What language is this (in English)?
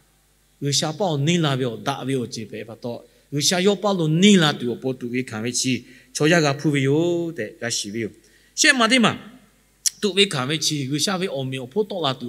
Lahu